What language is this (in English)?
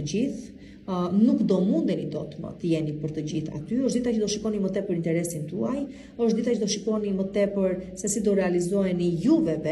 Albanian